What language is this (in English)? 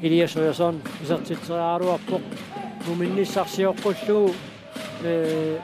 Kalaallisut